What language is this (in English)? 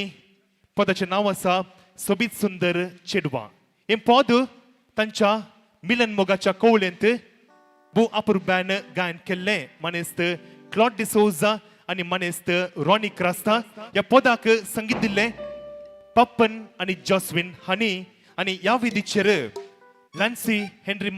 Konkani